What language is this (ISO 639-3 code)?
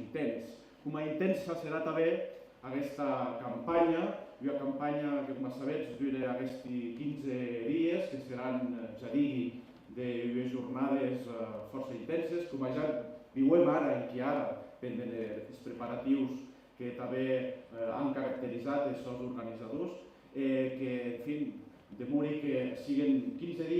oci